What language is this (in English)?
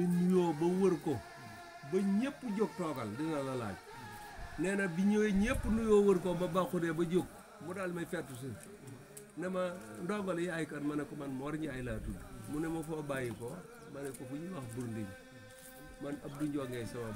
Wolof